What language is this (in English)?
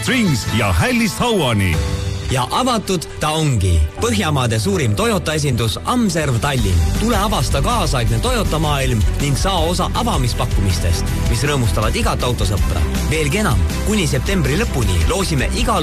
Estonian